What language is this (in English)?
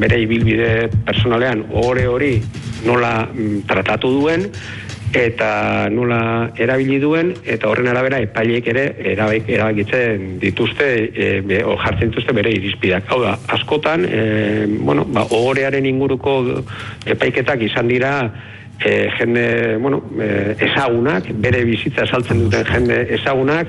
Basque